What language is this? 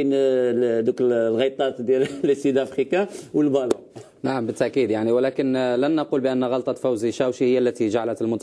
Algerian Arabic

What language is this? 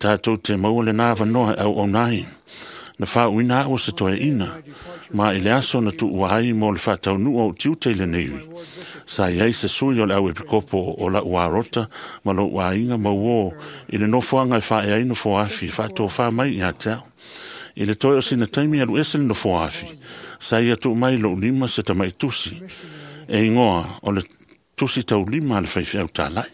Samoan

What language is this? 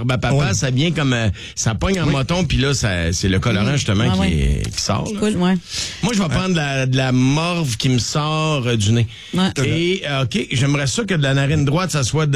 French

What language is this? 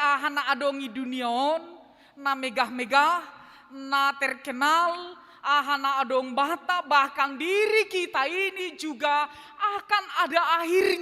Batak Simalungun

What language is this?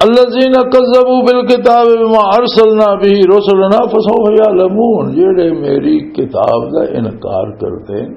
Western Panjabi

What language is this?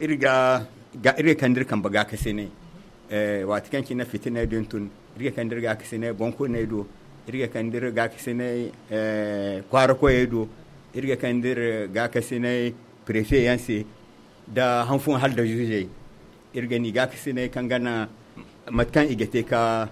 Zarma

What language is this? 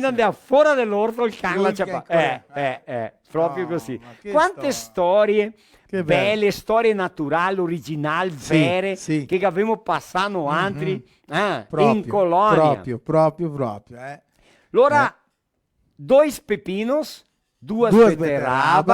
Venetian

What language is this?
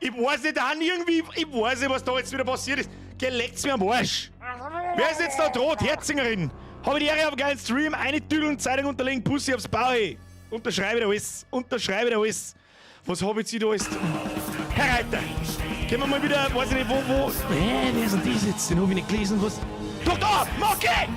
Bavarian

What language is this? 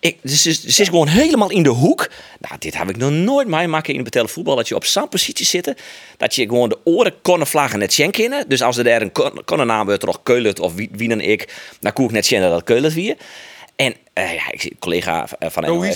Western Frisian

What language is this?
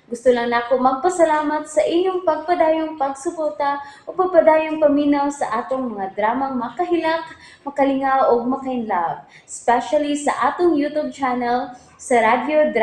Cebuano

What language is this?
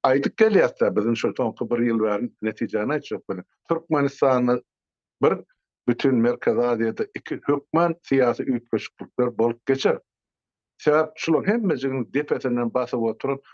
Turkmen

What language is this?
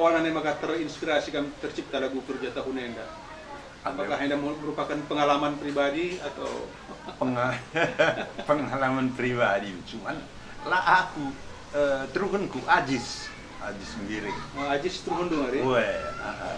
Batak Karo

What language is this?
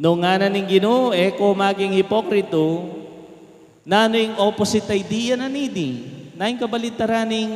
Pampanga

